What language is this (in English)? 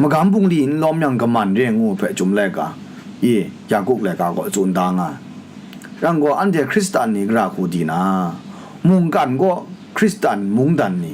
Kachin